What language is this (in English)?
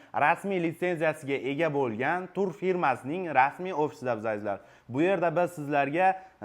Uzbek